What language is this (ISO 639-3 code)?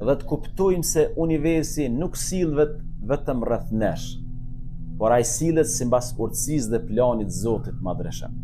sqi